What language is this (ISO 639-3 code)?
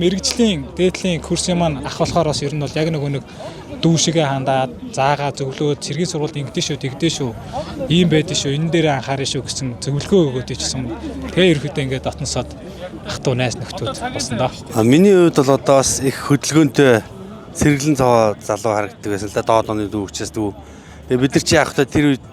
mon